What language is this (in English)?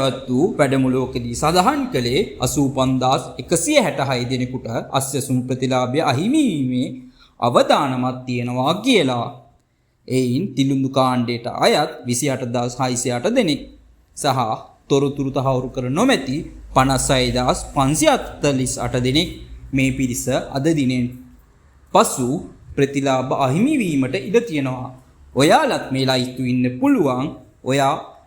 Sinhala